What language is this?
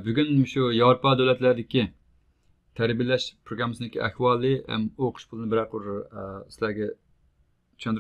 Uyghur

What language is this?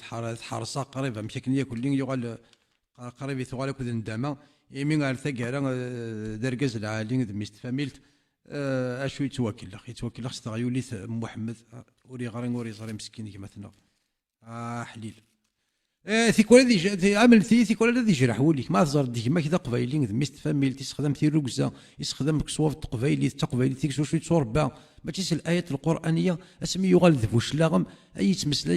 Kabyle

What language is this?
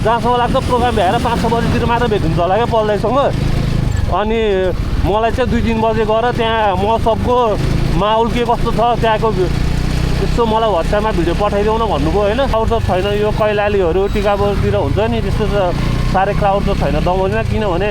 Nepali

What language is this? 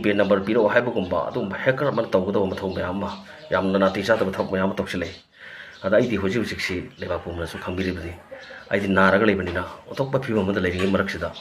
Manipuri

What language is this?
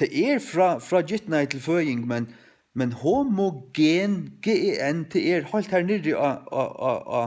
Faroese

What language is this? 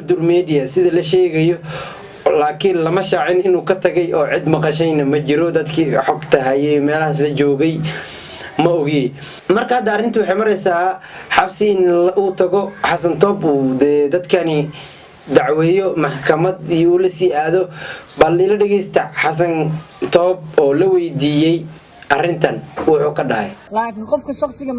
Somali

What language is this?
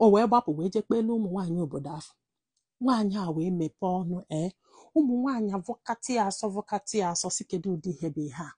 Igbo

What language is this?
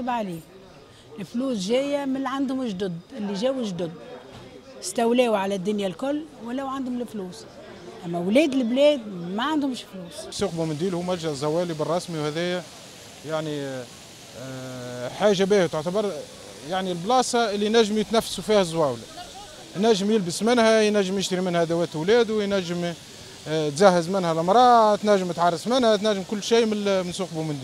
Tunisian Arabic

